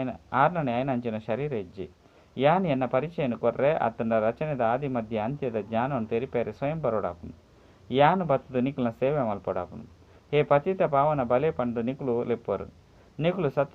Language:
Tulu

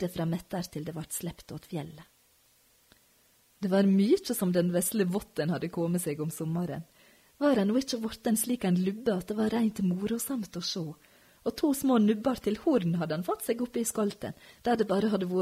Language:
Norwegian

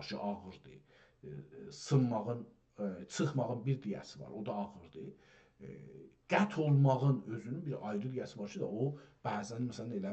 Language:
South Azerbaijani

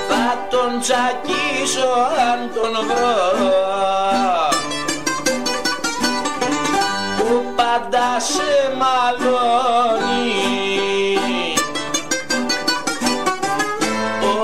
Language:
Greek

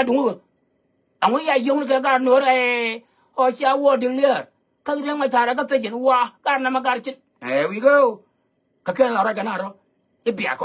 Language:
Nuer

